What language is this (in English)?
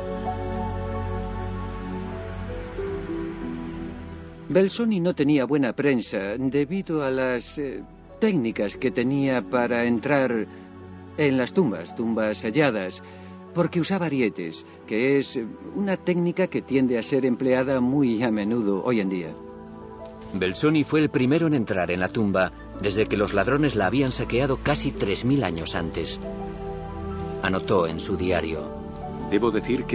Spanish